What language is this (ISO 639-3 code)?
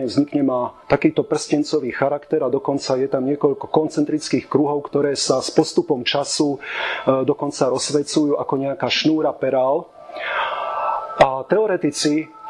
slk